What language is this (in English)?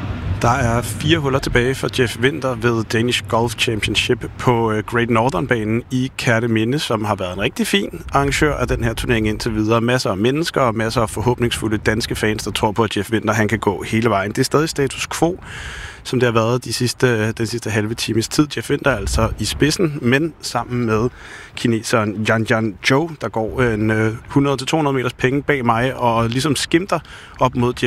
Danish